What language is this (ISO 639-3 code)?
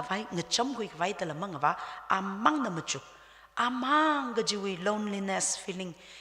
nmf